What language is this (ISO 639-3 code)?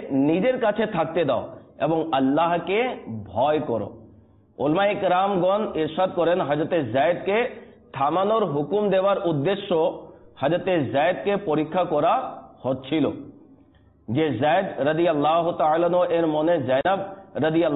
ben